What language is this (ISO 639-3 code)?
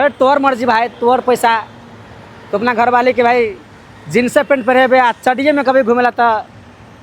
mai